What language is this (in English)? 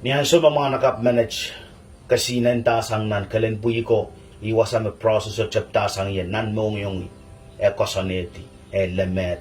Pohnpeian